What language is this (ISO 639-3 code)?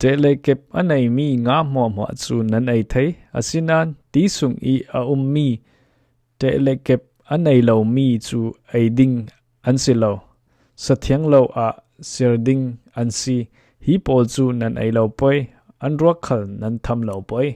cfm